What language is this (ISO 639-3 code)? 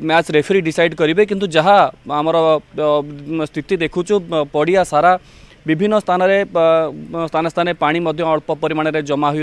ori